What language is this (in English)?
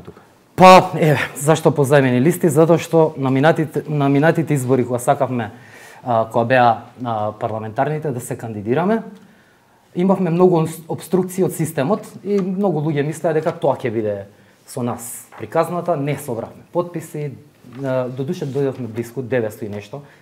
Macedonian